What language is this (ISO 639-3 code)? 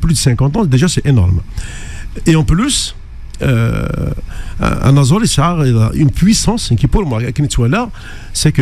kab